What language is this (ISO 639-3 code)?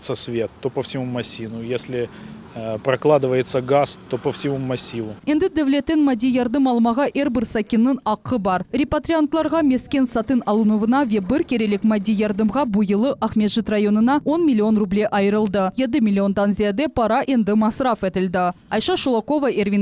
crh